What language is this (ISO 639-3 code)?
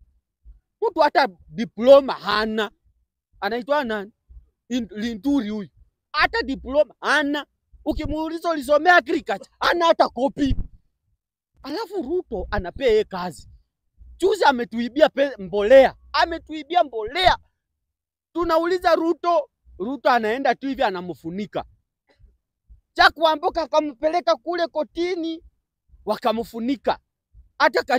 swa